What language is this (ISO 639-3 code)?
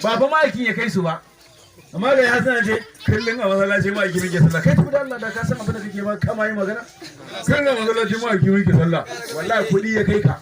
hau